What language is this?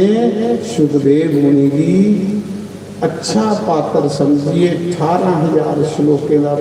Dogri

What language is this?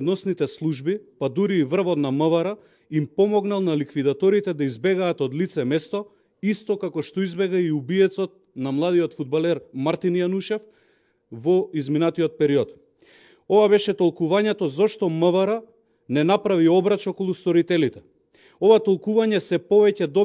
Macedonian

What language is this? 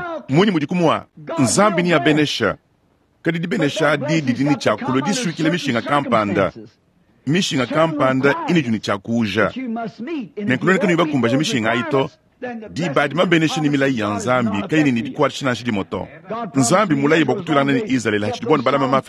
Luba-Lulua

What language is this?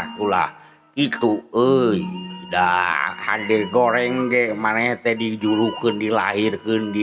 Sundanese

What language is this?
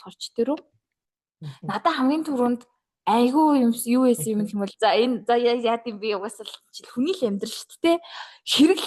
Mongolian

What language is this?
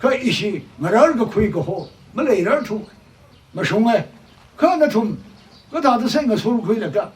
Tangkhul Naga (India)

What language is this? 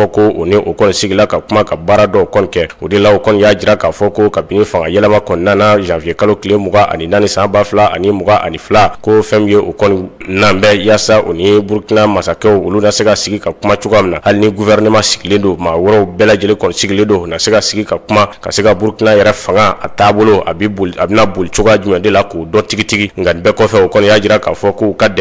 Bambara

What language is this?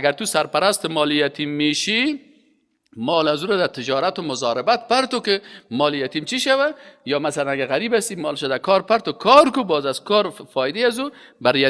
Persian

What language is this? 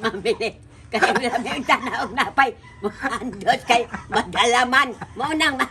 Cebuano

